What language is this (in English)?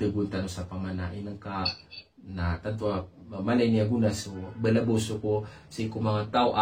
Maranao